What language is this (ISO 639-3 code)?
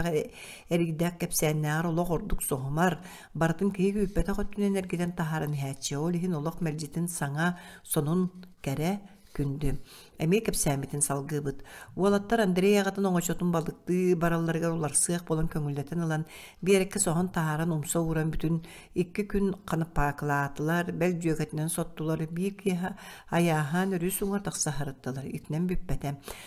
sah